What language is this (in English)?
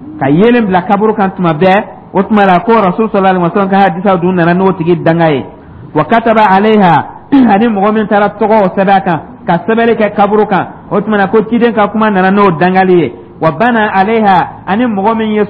Dyula